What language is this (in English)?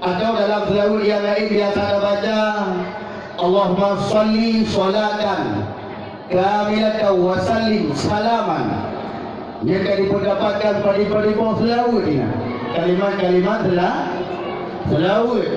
Achinese